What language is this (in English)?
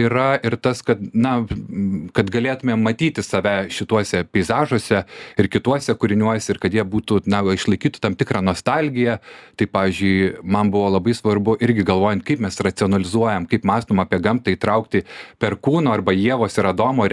Lithuanian